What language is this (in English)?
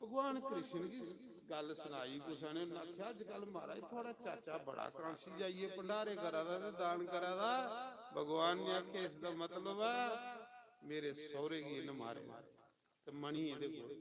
Dogri